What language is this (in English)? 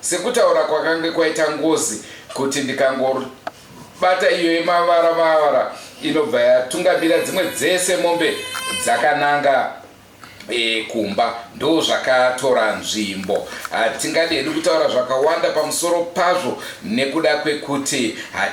Shona